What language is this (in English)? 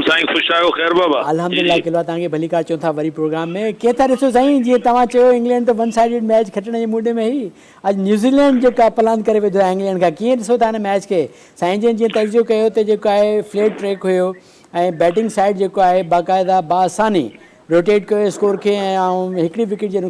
Sindhi